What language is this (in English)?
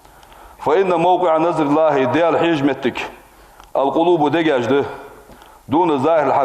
Ingush